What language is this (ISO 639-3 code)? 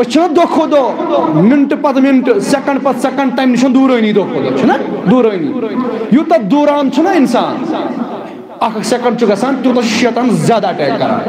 kas